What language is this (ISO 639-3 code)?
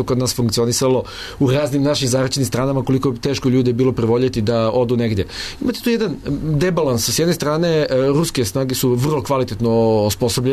srp